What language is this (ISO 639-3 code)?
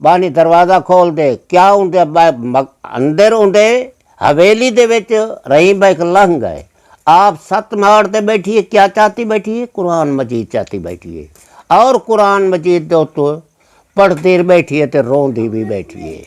skr